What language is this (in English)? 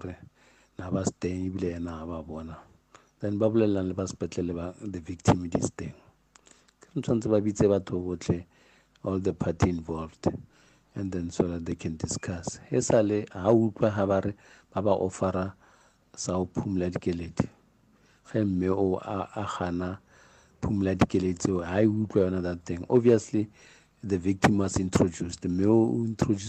Northern Sotho